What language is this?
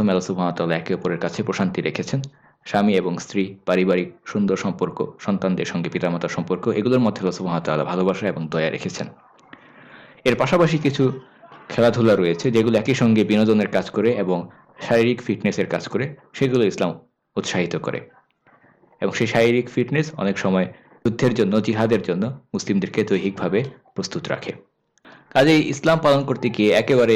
Bangla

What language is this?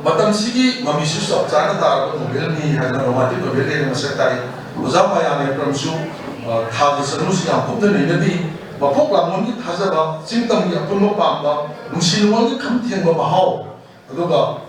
Manipuri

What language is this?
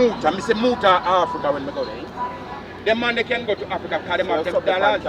Jamaican Creole English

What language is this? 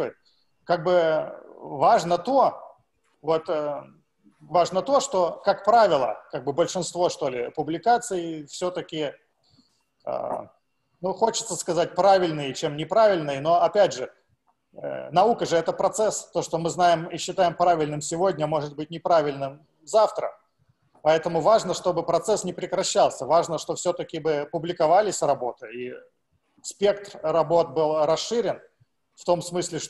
Russian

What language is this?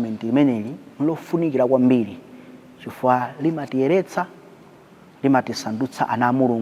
Nyanja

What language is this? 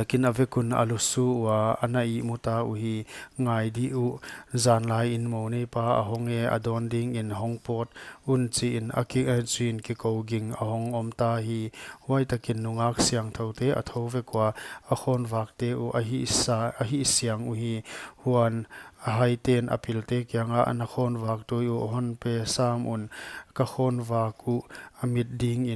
Paite Chin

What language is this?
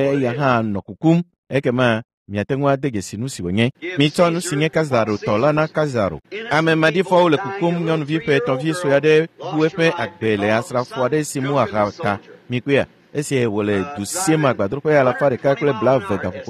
Ewe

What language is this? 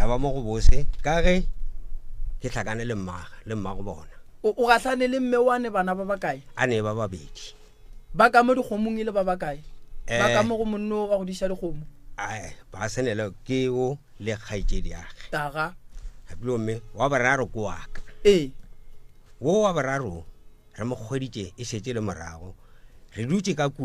Northern Sotho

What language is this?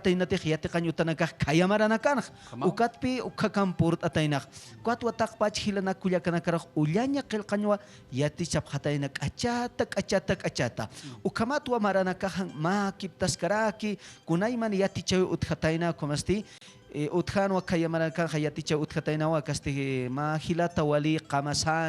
Aymara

